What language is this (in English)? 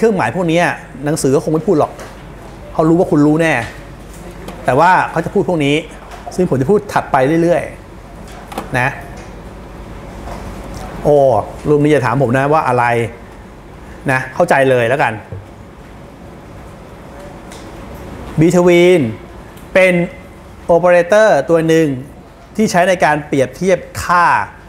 Thai